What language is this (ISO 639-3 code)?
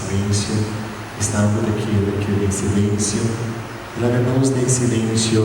pap